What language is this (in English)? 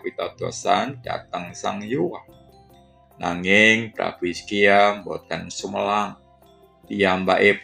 Javanese